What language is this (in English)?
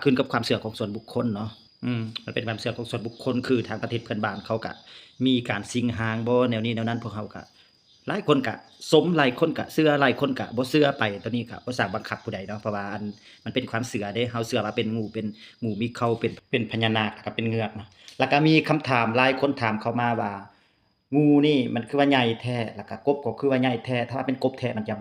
Lao